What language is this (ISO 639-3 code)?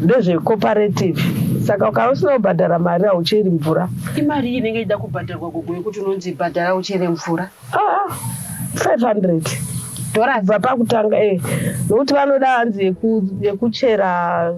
sna